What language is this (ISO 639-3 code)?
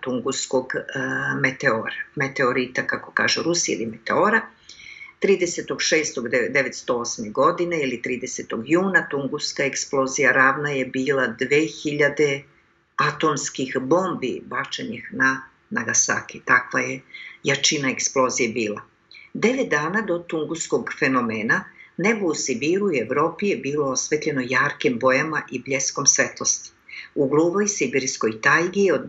srp